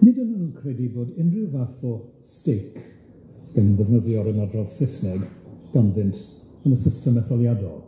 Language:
Welsh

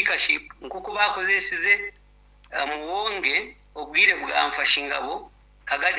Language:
Nyankole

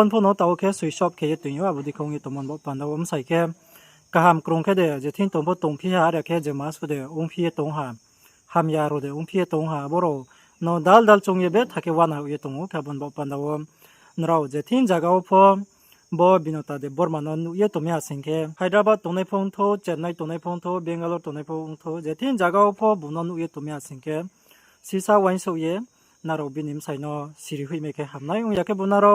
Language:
Riang (India)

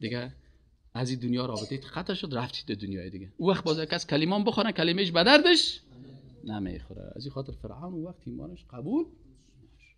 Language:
Persian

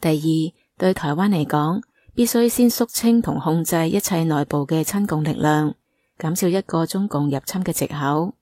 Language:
Cantonese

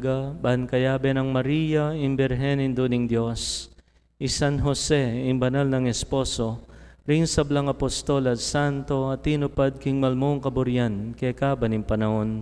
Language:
Pampanga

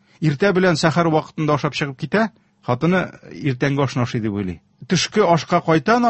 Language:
Tatar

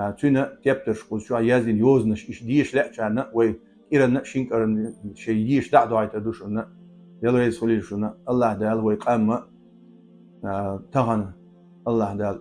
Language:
Chechen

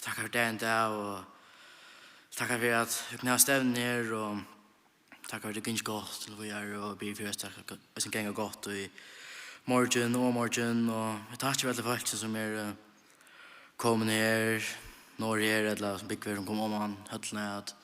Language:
Faroese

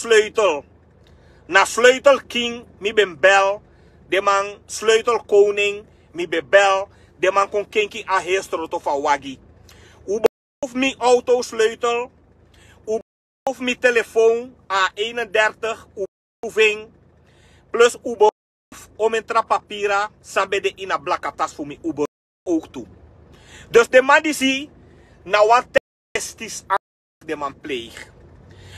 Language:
Sranan Tongo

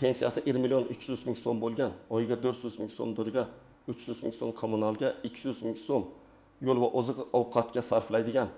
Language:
Uzbek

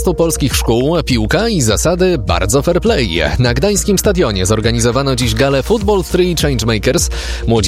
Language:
Polish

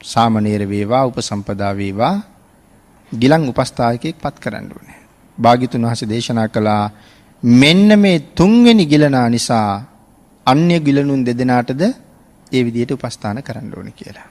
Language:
Sinhala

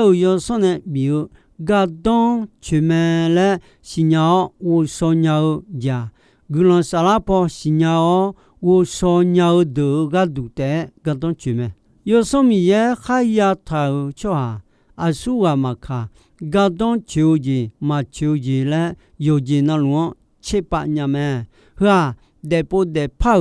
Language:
Akha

